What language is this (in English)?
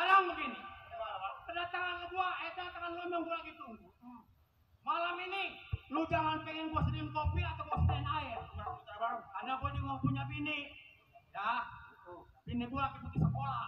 Betawi